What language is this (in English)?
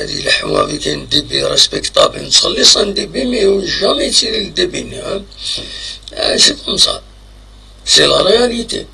Kabyle